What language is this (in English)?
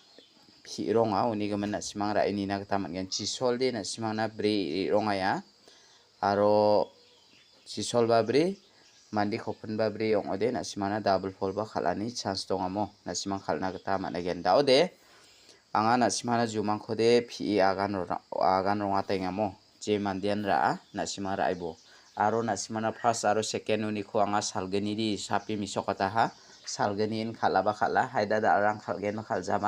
Garo